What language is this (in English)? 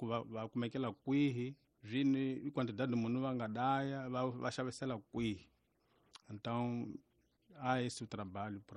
Tsonga